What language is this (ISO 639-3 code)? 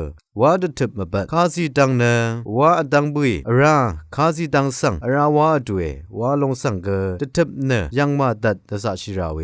raw